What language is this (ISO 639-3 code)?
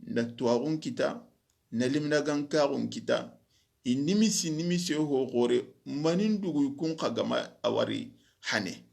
snk